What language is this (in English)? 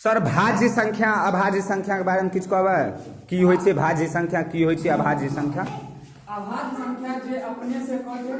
Maithili